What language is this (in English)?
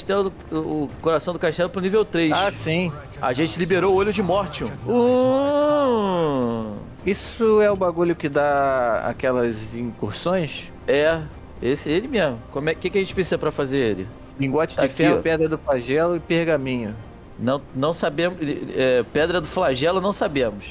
Portuguese